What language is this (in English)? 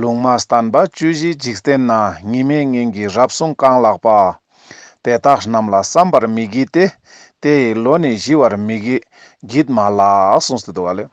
Ladakhi